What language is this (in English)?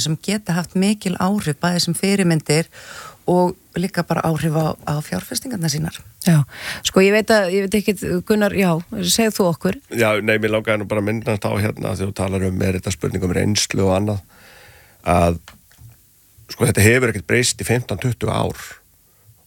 Icelandic